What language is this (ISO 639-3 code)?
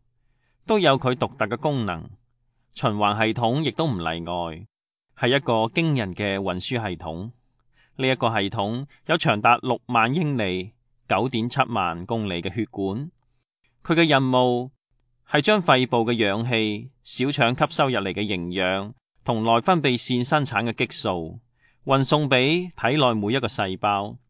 yue